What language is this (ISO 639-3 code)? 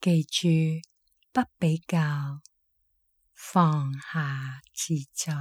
yue